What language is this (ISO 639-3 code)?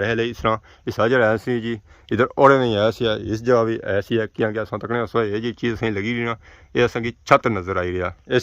phr